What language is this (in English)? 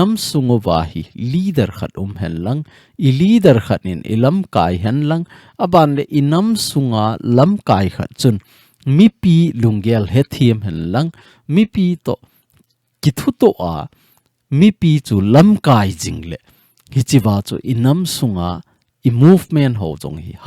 Thado Chin